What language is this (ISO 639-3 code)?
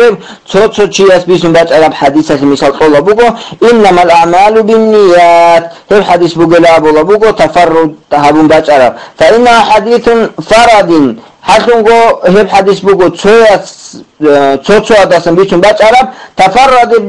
ava